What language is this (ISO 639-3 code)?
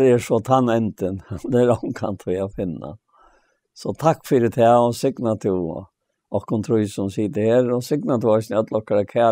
fao